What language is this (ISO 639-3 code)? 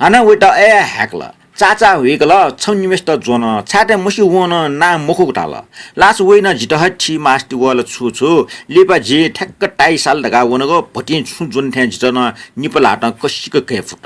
new